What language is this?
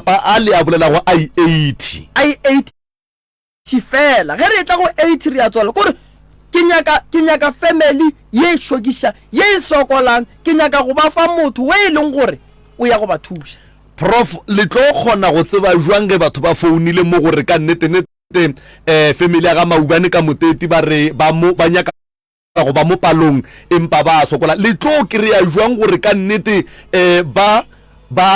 Northern Sotho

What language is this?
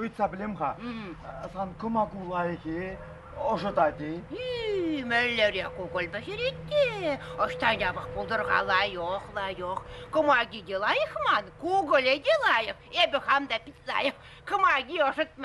Chuvash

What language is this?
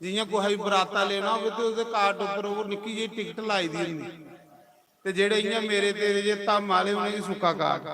Dogri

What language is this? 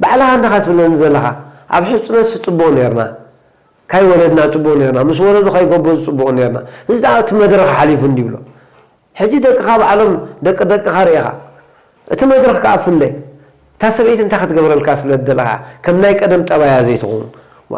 Tigrinya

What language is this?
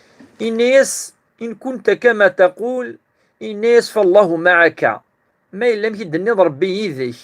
Kabyle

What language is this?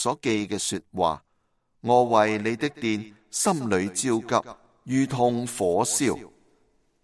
Cantonese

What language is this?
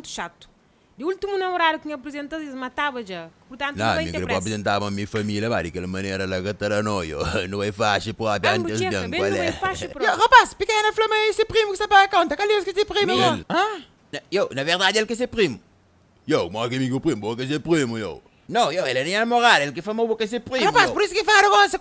Kabuverdianu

